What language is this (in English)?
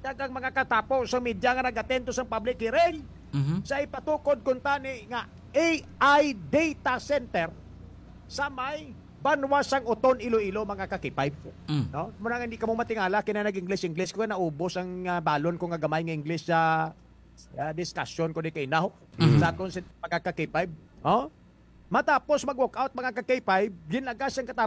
Hiligaynon